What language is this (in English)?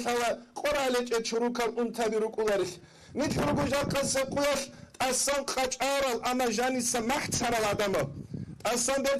Avaric